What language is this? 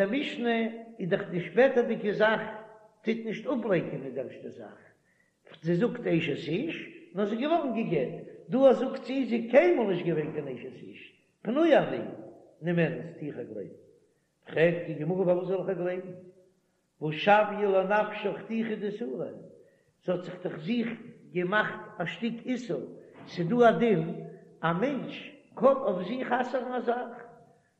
Yiddish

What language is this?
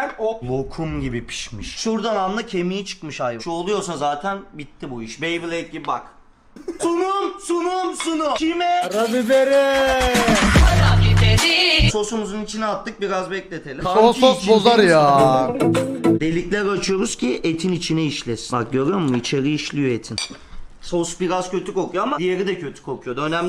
Turkish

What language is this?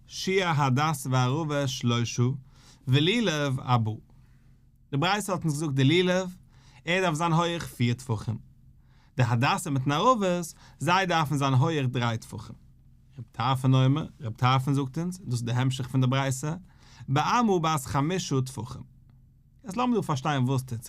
Yiddish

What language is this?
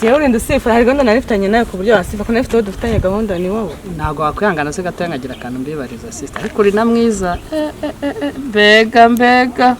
Kinyarwanda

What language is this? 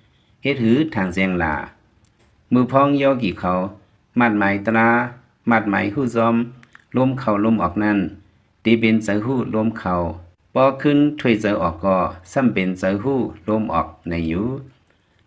Lao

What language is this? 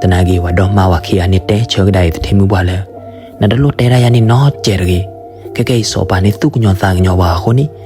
S'gaw Karen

